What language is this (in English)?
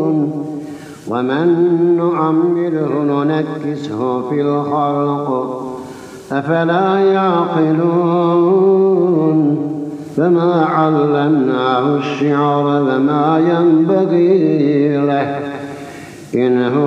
Arabic